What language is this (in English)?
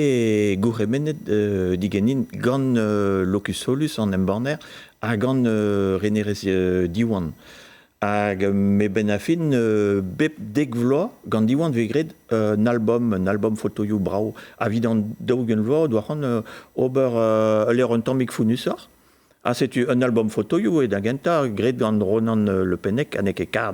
Breton